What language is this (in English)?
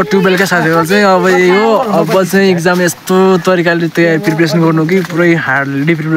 Nepali